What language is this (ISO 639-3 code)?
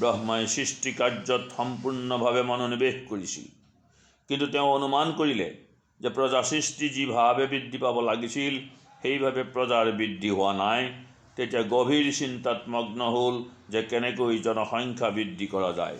asm